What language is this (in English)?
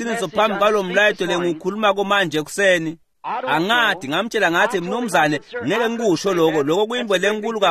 Swati